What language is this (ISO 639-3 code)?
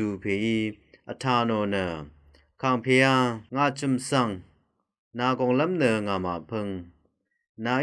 raw